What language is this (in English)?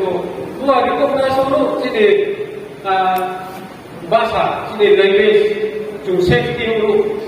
Riang (India)